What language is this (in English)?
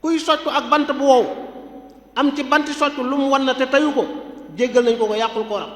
Wolof